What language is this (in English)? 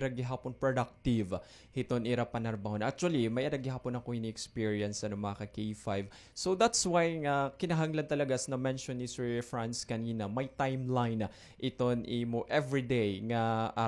Waray